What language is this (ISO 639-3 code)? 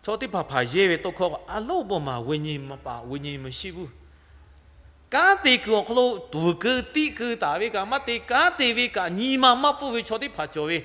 lhu